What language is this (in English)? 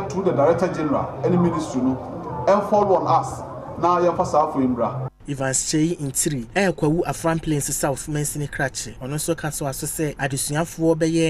Akan